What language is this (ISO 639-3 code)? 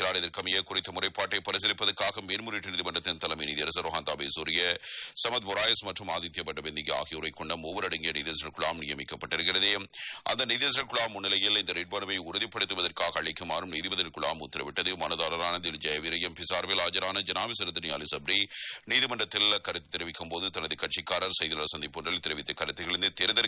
tam